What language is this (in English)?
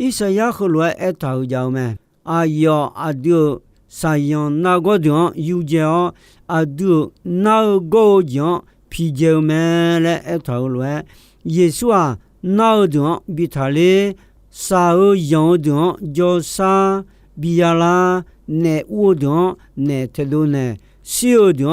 Akha